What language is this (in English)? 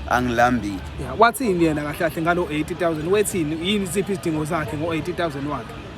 Zulu